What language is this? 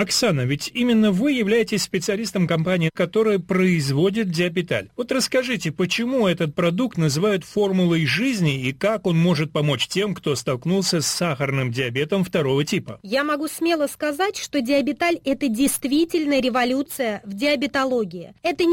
Russian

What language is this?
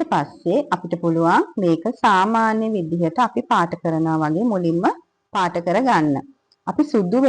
Sinhala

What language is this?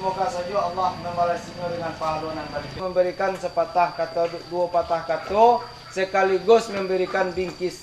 Minangkabau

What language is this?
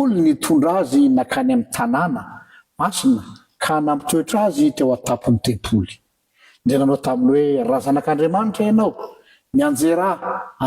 Malagasy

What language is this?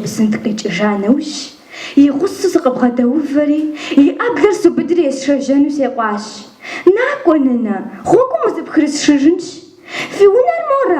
Kabardian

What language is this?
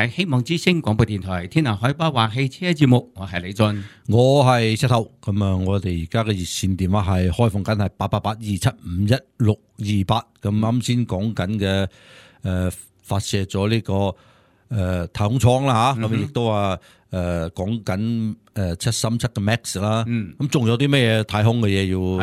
Cantonese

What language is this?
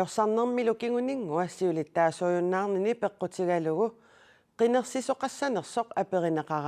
Kalaallisut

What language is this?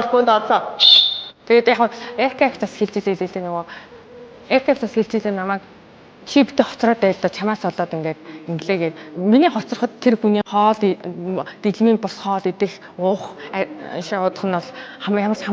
Mongolian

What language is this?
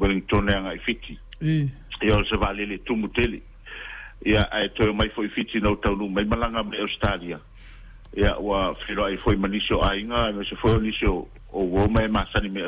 Samoan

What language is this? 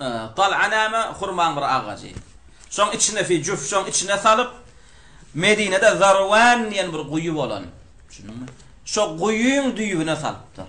Turkmen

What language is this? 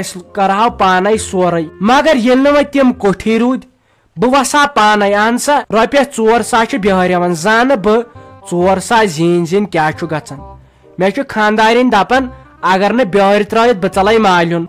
Kashmiri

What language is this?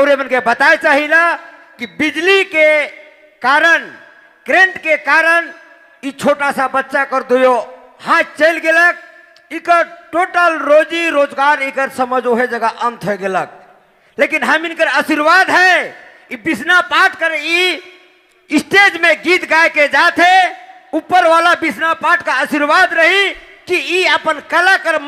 Sadri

